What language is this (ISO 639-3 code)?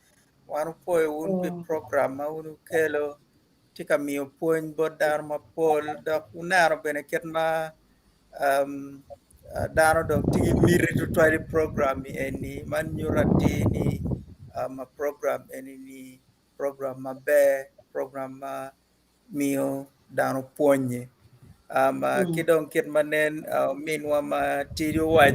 ach